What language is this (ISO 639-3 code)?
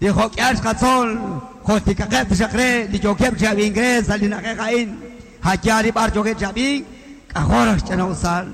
kek